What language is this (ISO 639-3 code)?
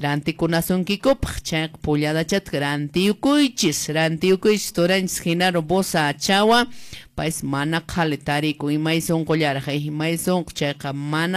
que